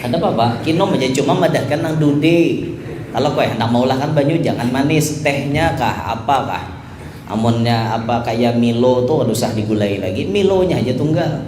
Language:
Banjar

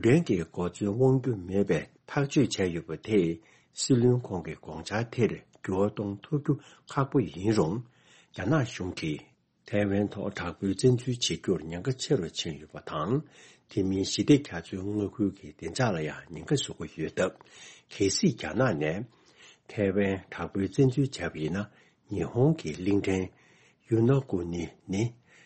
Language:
Tibetan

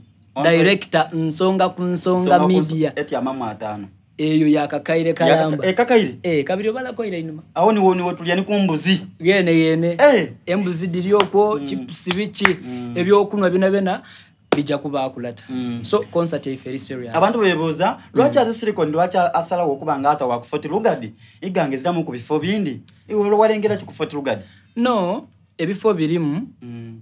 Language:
Soga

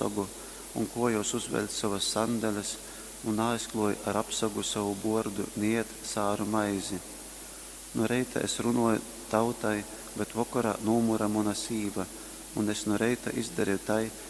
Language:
Latgalian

